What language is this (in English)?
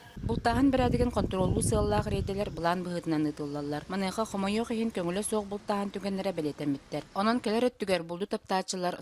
Yakut